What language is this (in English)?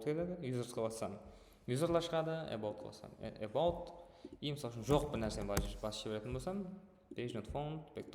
Kara-Kalpak